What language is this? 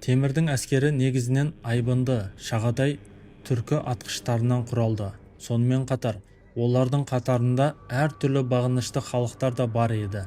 Kazakh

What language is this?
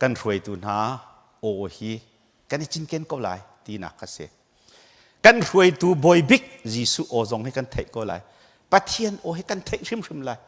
Hakha Chin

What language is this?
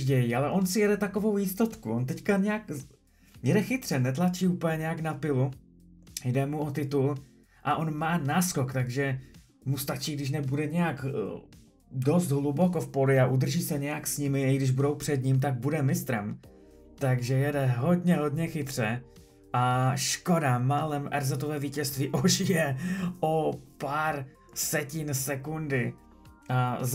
Czech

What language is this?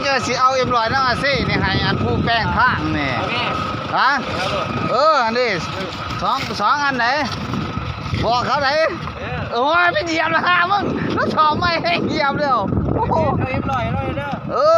Lao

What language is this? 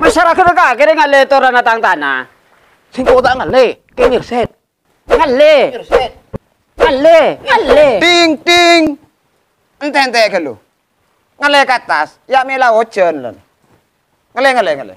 Madurese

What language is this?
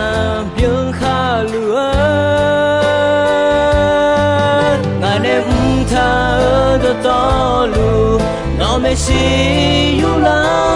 Akha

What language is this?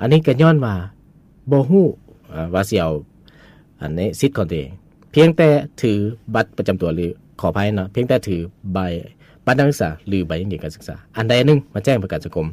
Lao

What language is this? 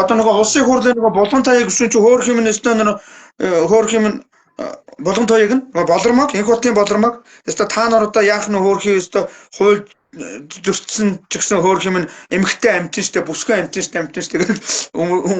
Mongolian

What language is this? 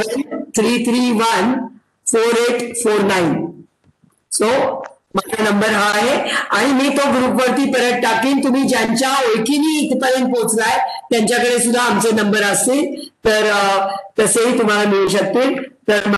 Marathi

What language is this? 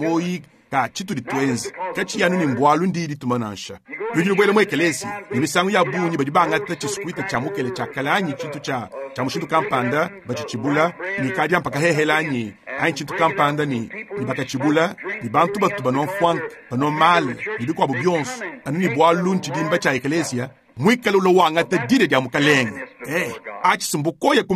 Luba-Lulua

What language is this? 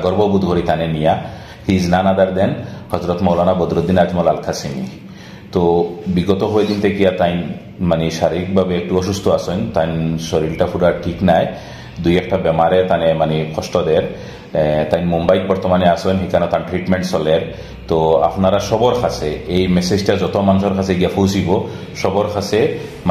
Sylheti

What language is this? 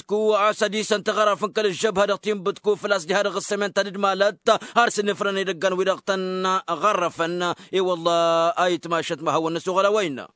Tamasheq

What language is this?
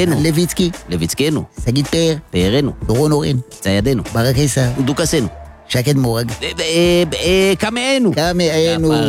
Hebrew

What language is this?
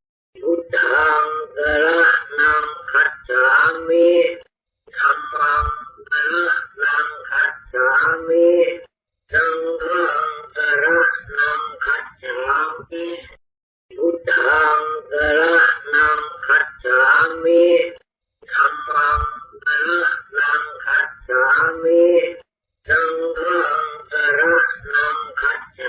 Pali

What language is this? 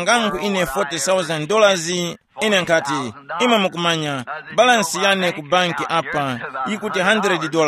Tumbuka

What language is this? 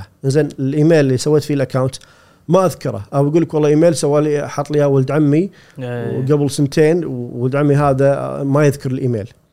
Gulf Arabic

